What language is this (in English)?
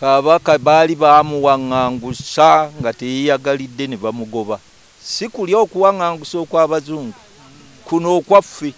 Ganda